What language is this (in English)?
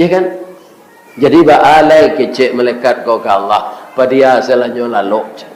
Minangkabau